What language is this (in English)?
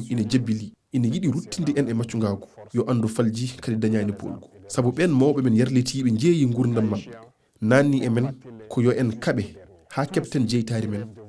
Fula